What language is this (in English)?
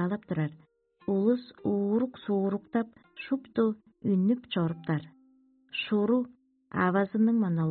Tuvinian